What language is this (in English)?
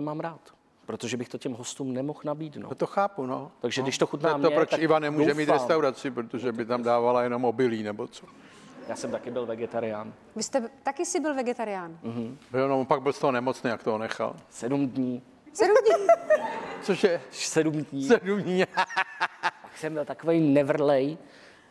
Czech